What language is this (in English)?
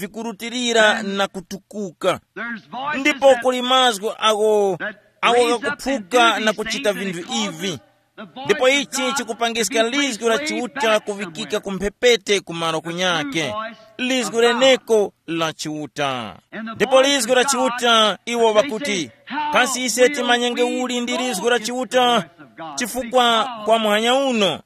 Tumbuka